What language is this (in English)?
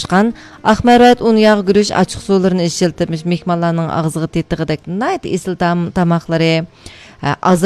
Uyghur